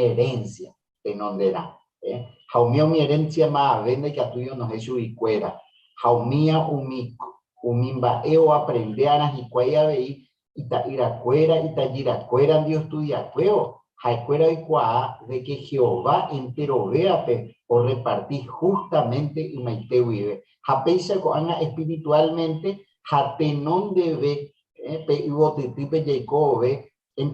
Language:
Guarani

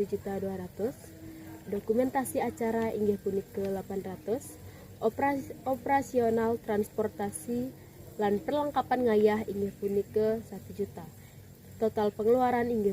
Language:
Balinese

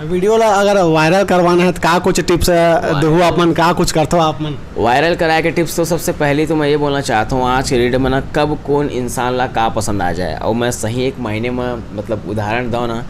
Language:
Chhattisgarhi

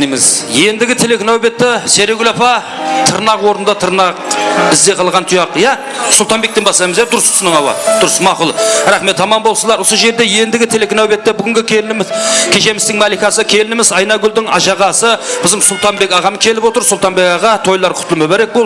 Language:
Kara-Kalpak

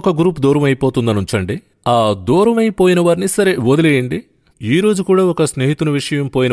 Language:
Telugu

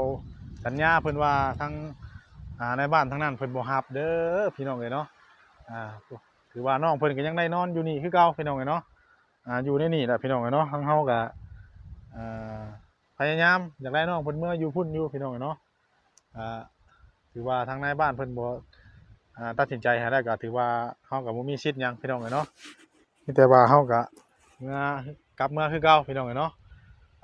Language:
Northeastern Thai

